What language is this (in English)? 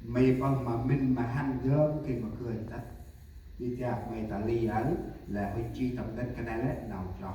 Central Mnong